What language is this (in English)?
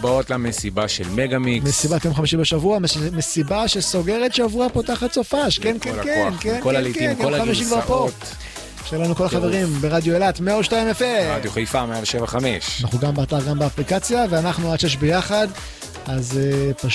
Hebrew